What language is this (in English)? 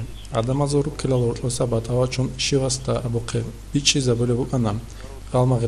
Avaric